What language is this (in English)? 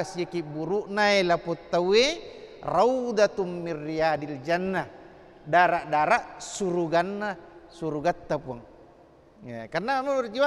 Buginese